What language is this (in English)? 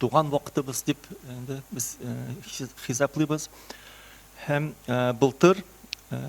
Tatar